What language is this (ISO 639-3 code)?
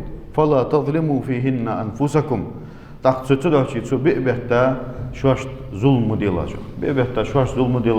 inh